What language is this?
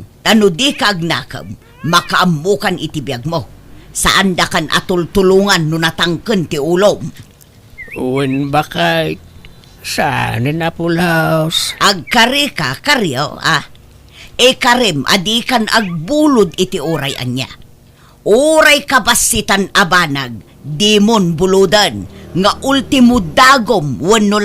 Iloko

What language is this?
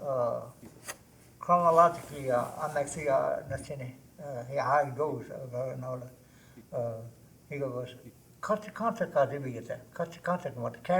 Choctaw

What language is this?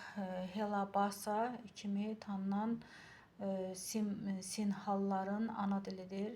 Azerbaijani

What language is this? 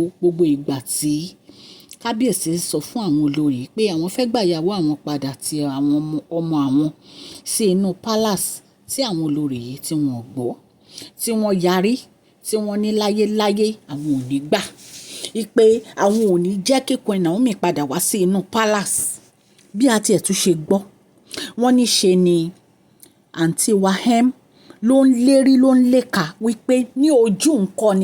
Yoruba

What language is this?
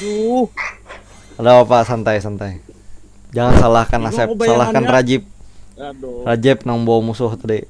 Banjar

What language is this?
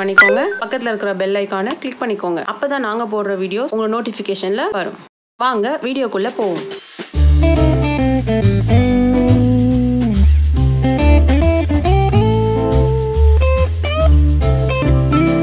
Tamil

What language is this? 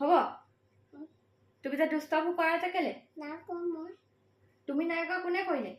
Assamese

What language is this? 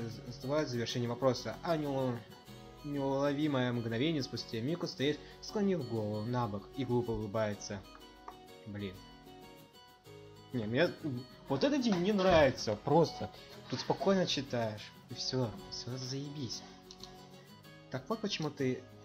Russian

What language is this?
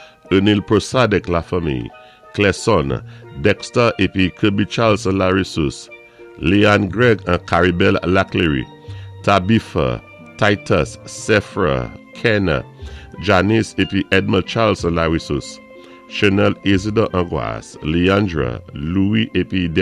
Saint Lucian Creole French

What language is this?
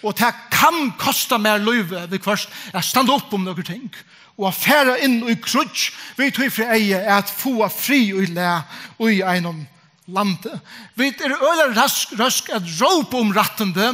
Faroese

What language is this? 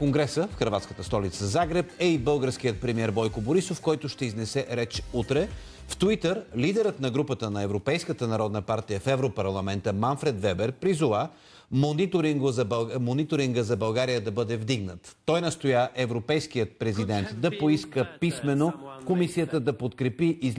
Bulgarian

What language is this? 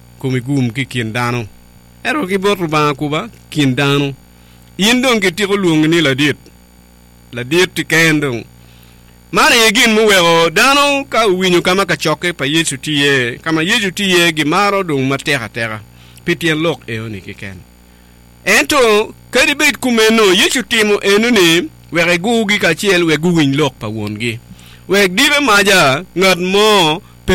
Acoli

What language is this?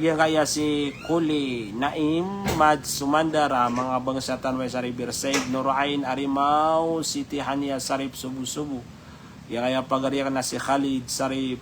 Maranao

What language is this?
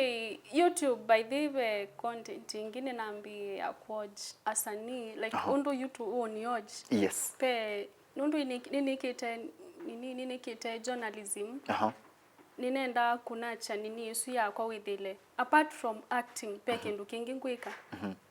Kamba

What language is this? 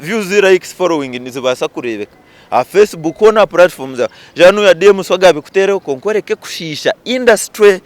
Nyankole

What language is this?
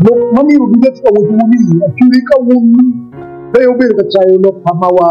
Acoli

